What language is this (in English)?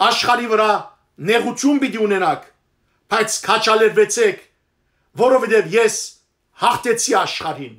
Western Armenian